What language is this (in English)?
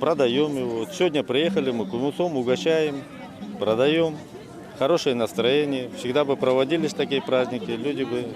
Bashkir